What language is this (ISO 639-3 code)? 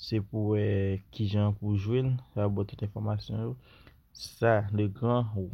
hat